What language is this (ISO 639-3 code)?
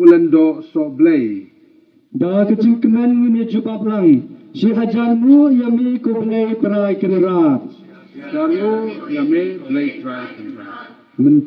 kha